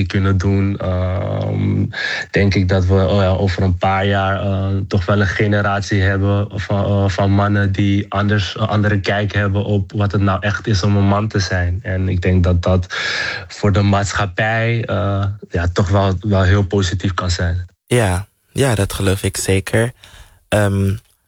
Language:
Dutch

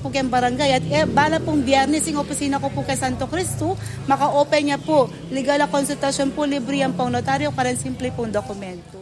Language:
Pampanga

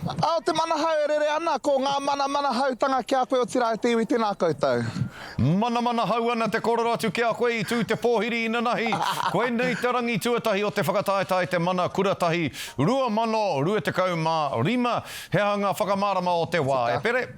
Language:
Māori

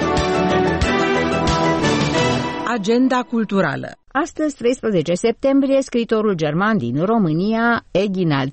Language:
Romanian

